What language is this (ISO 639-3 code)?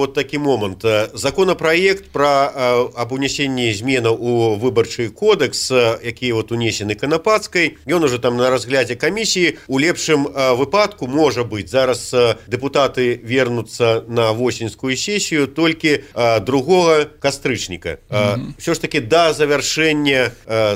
bel